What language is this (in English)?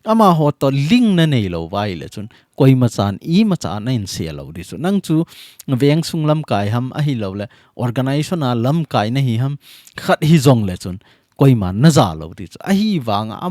Thado Chin